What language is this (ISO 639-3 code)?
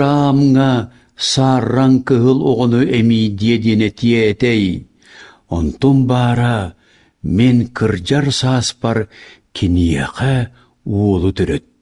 sah